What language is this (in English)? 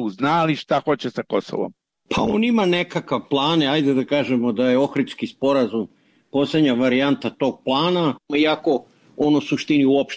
Serbian